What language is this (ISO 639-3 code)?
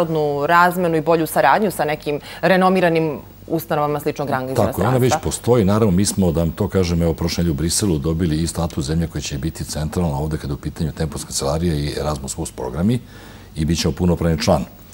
srp